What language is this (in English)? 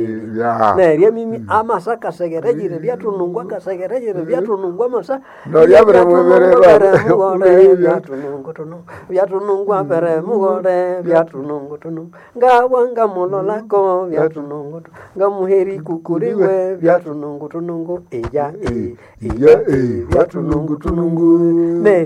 Nande